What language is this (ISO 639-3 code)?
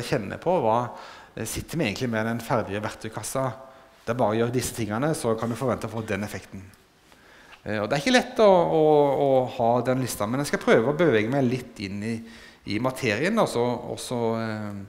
nor